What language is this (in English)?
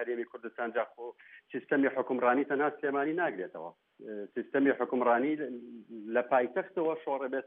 Central Kurdish